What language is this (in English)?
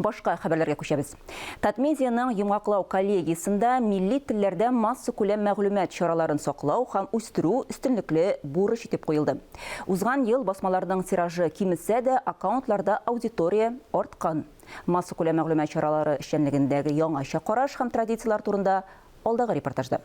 Tatar